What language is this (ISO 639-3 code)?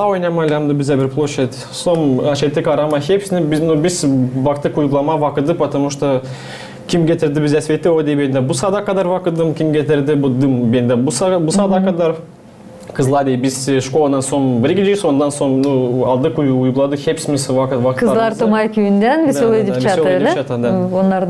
gag